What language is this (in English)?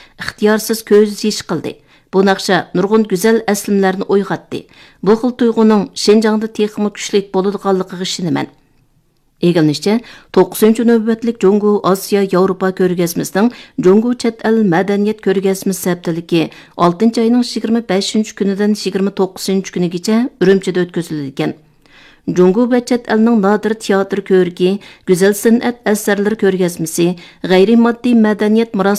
Uyghur